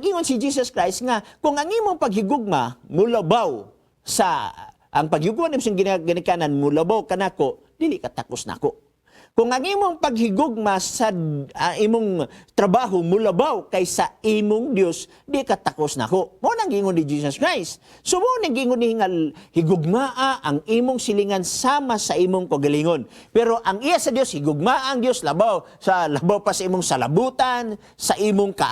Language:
Cebuano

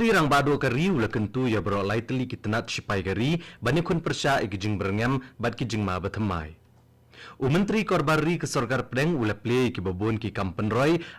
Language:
Khasi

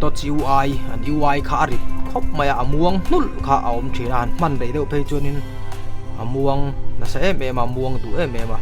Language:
Mizo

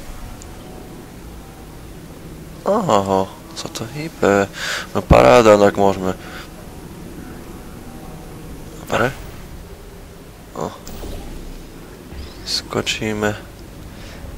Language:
Slovak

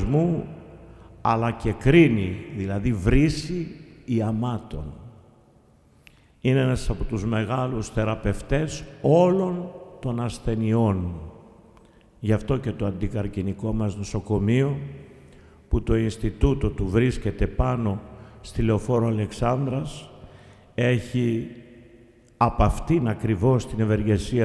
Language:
Greek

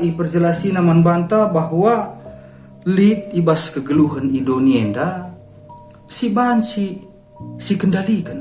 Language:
Batak Karo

